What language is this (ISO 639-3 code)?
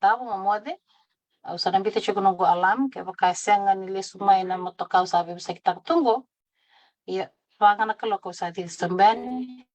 fij